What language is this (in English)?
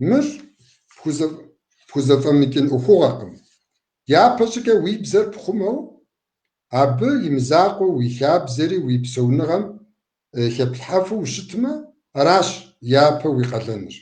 Kabardian